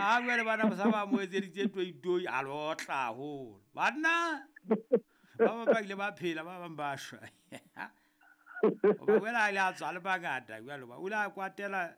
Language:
Southern Sotho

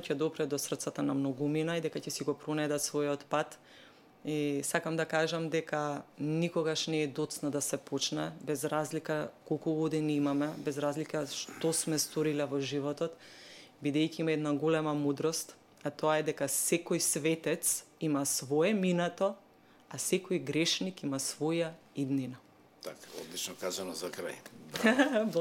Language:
Macedonian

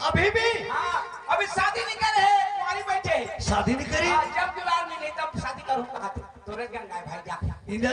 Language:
Chhattisgarhi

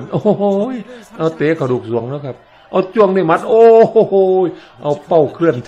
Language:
Thai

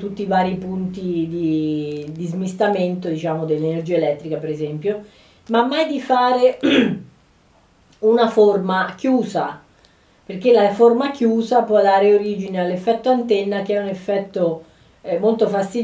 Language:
Italian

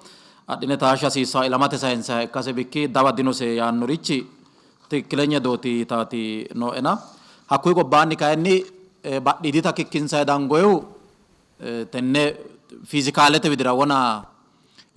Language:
Sidamo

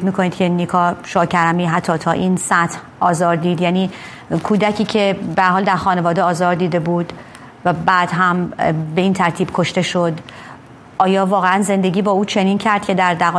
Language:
Persian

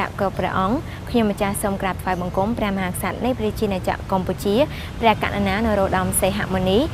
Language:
Khmer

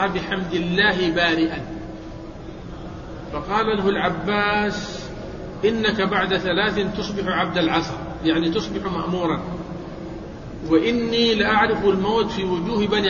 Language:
Arabic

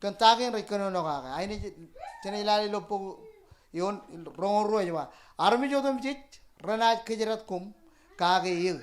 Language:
Marshallese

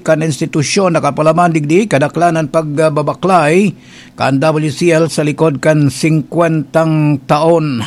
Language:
Bikol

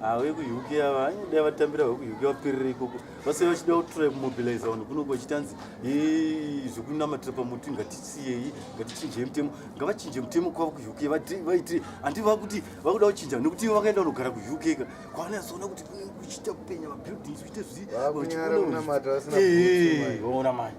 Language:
Shona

